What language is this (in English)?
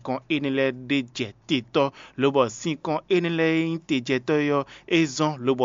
Fon